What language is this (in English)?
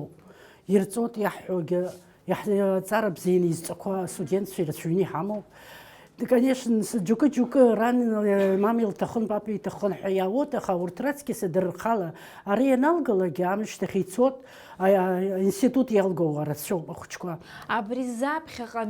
Abkhazian